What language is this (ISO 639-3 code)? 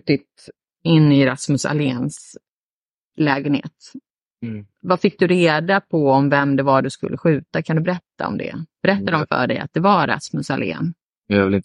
swe